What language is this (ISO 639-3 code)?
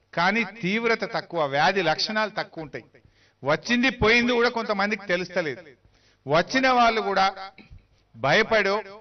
tel